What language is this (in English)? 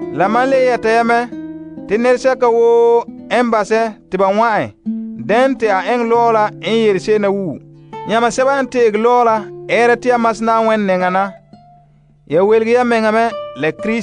Frafra